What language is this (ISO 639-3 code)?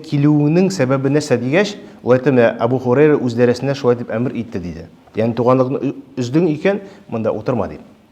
tat